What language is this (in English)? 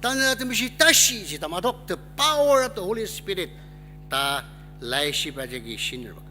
Ao Naga